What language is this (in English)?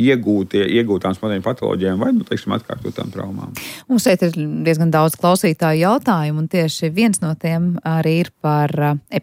Latvian